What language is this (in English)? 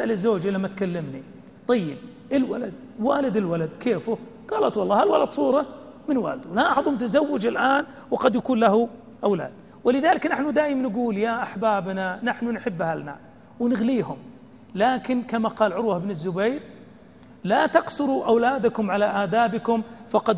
Arabic